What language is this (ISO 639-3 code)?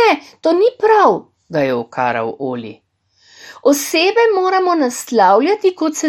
slv